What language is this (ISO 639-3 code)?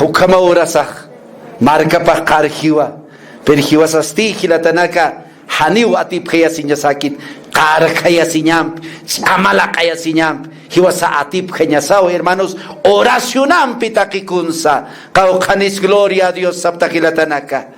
aym